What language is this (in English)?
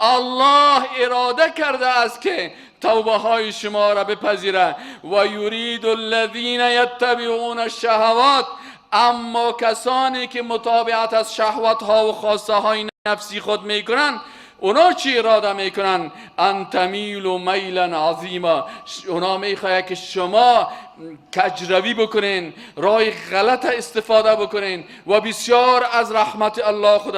Persian